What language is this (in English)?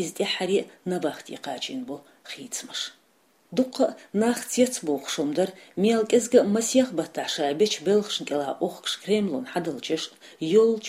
Chechen